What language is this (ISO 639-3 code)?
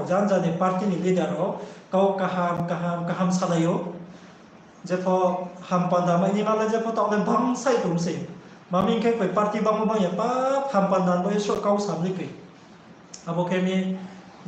ria